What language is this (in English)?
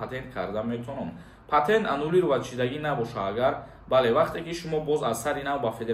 Tajik